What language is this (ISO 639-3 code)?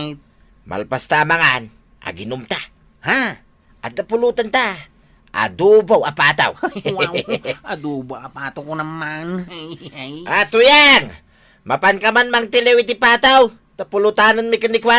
ilo